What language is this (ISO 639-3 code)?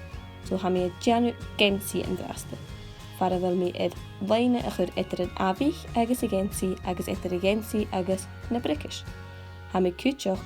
gla